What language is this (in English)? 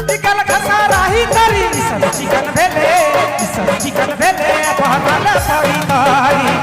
Sadri